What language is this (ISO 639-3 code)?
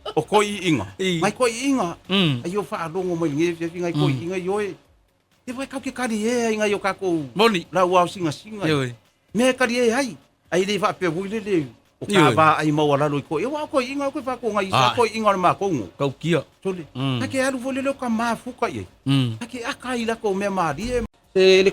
smo